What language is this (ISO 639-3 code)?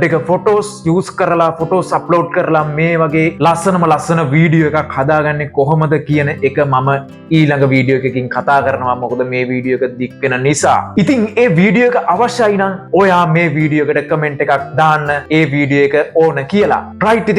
sin